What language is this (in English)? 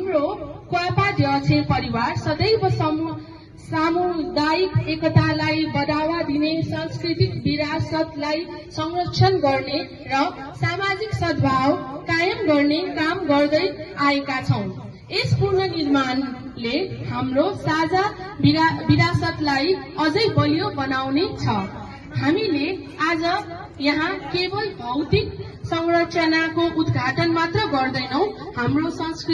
Nepali